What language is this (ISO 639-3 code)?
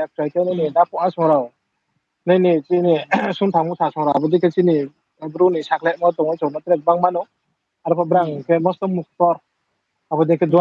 ria